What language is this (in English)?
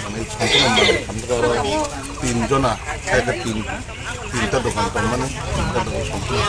Kok Borok